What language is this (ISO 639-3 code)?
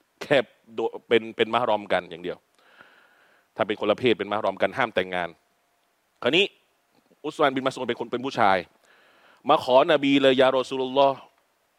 tha